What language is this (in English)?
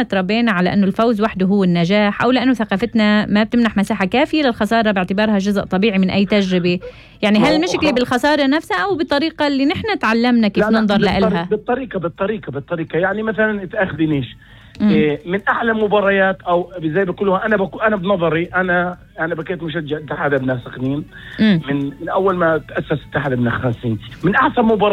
North Levantine Arabic